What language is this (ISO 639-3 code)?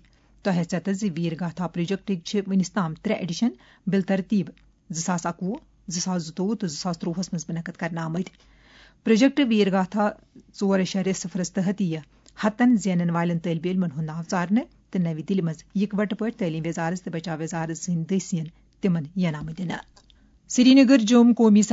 kas